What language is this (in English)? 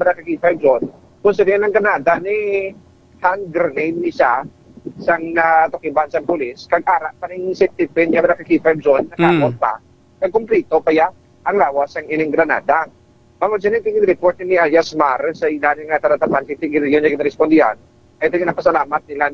Hiligaynon